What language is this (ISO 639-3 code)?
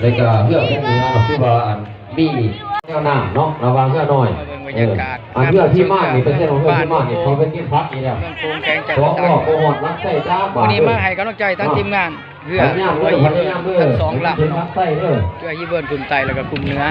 lao